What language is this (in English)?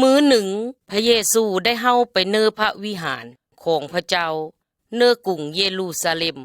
Lao